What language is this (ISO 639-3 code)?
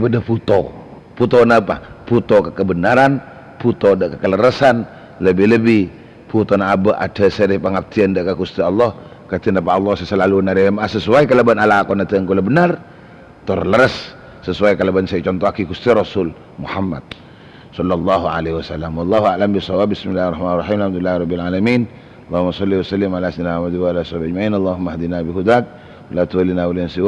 mad